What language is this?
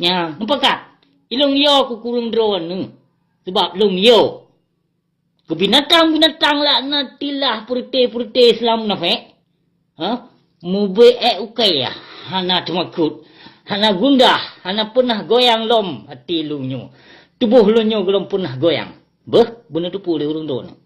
Achinese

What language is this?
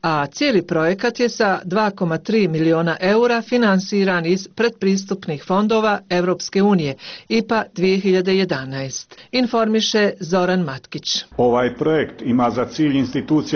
Bosnian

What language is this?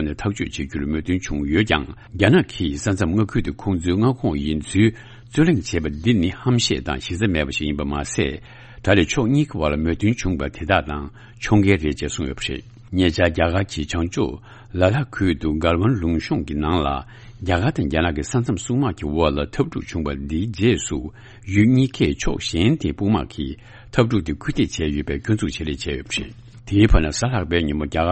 Tibetan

